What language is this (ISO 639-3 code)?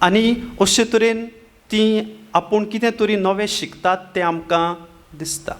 kok